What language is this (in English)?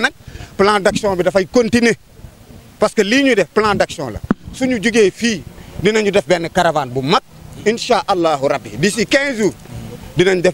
Wolof